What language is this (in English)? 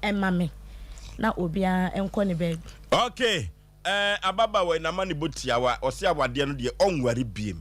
Akan